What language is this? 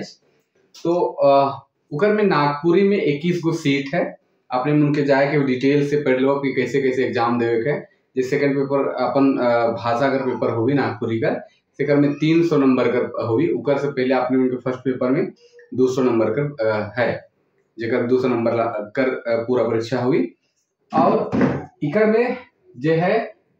Sadri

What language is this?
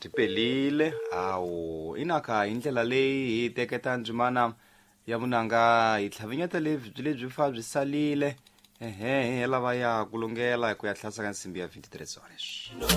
Tsonga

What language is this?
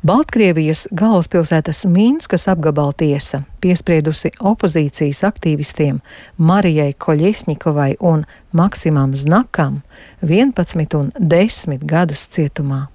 Latvian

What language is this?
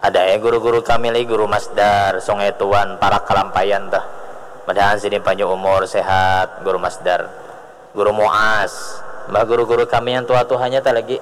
Banjar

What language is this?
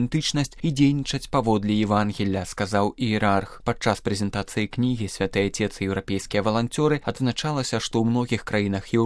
Belarusian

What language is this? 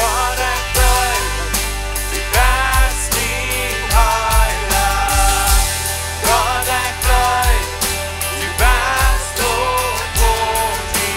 Plautdietsch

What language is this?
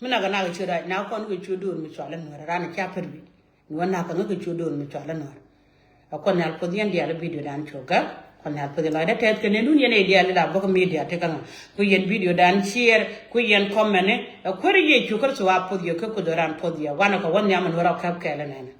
Nuer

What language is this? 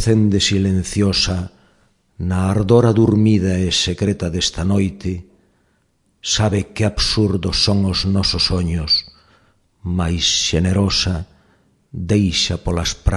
Galician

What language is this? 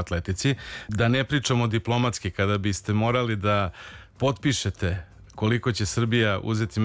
Serbian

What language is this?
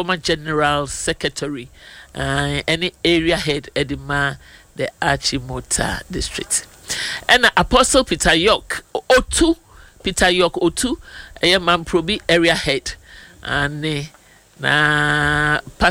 Akan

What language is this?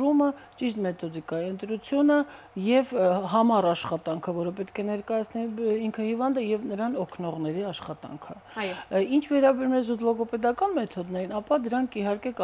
Armenian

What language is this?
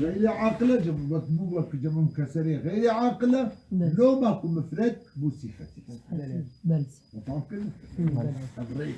Kurdish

